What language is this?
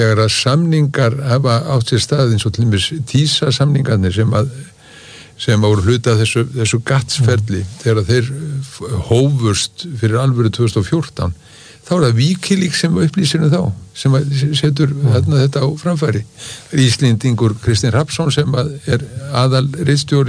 Icelandic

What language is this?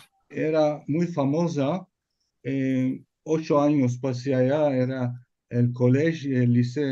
Ladino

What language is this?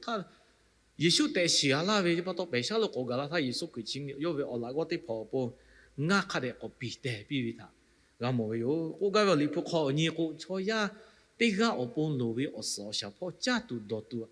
Lahu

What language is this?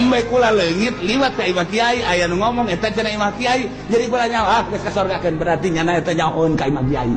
Sundanese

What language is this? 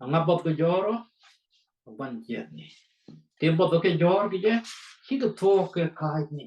Nuer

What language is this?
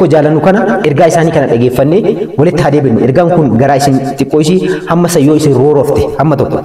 Oromo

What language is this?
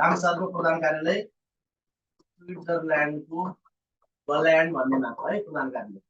Nepali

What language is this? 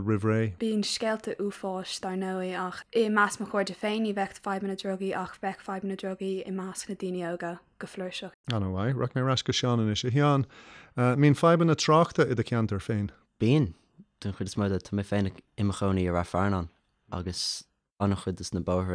Irish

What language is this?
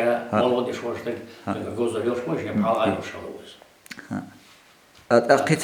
Chechen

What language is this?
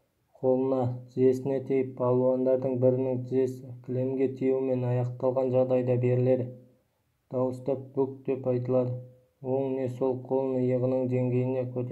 Kazakh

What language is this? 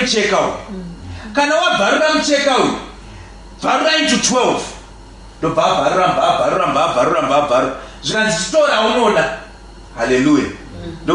Shona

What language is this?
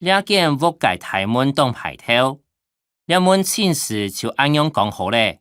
Hakka Chinese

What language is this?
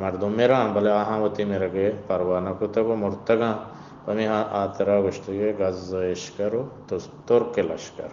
Eastern Balochi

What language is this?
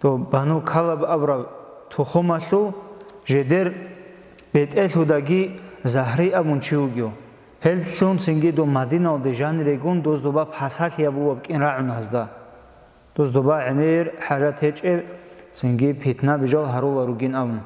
Avaric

